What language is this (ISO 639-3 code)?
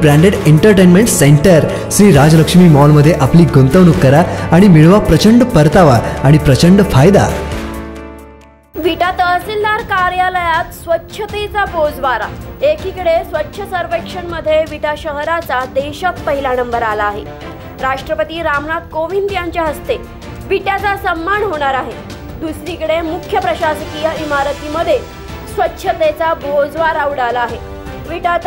mar